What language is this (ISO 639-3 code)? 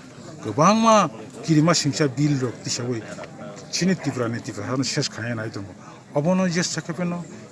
trp